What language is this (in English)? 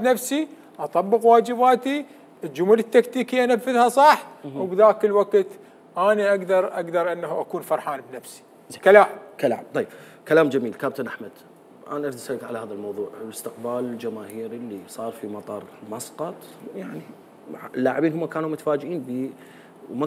Mesopotamian Arabic